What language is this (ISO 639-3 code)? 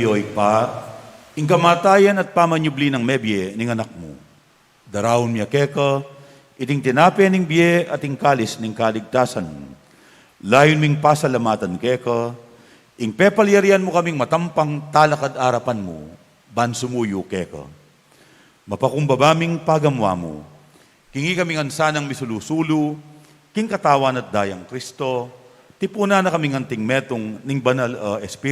pam